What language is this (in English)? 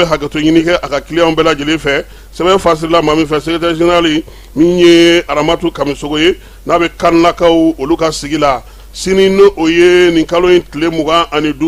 Bambara